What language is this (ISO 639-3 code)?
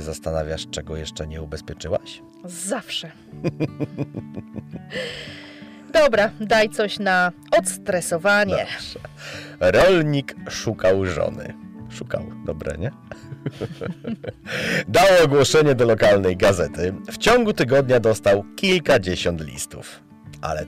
pol